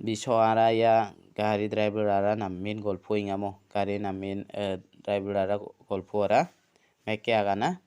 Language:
Garo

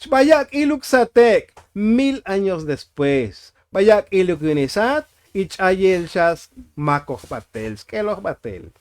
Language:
Tzotzil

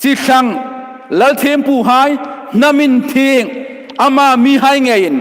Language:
Hmar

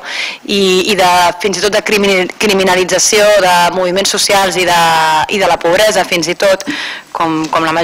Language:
Catalan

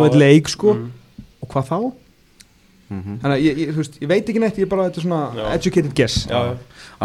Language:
Icelandic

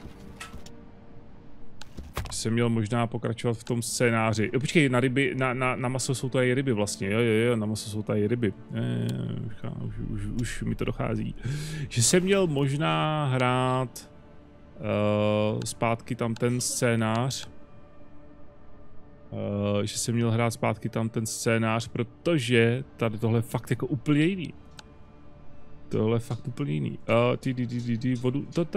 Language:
Czech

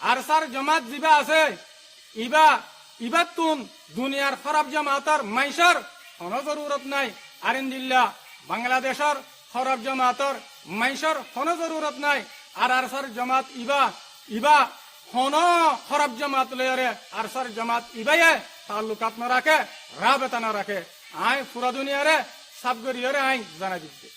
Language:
Rohingya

